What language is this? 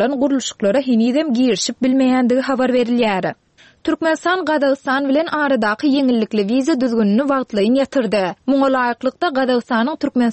Turkmen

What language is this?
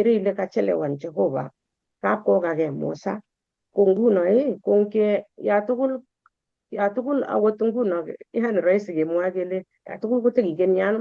Kalenjin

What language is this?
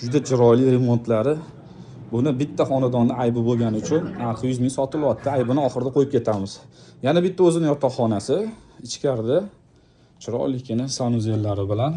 Uzbek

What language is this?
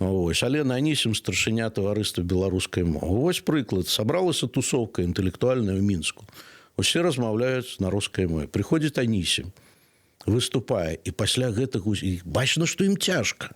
Belarusian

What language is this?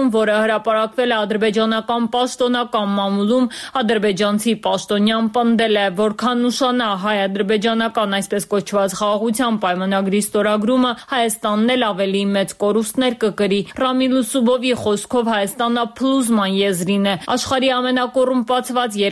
Armenian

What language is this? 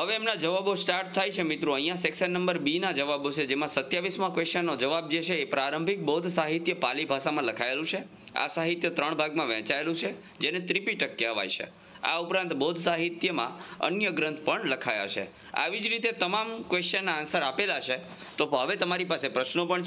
Gujarati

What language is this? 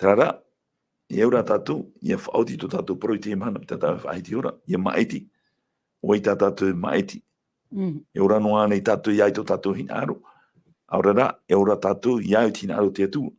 Tahitian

